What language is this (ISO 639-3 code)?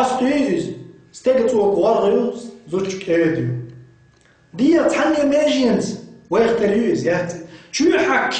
che